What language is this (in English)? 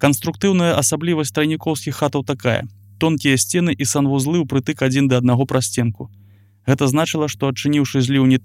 Belarusian